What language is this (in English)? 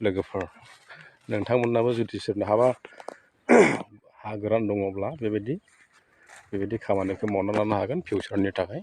Bodo